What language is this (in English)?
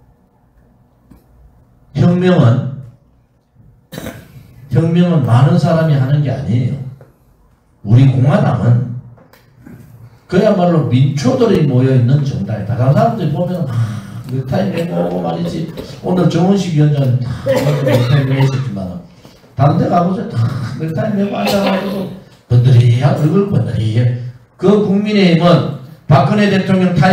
Korean